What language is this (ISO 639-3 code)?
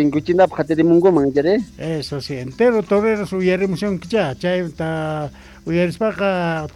que